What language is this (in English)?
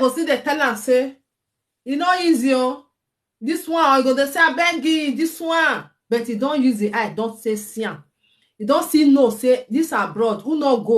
Nigerian Pidgin